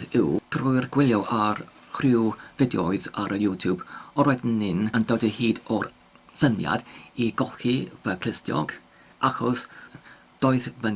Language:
Welsh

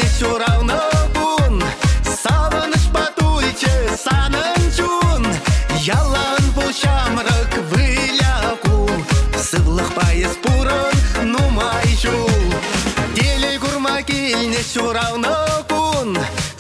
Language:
Chuvash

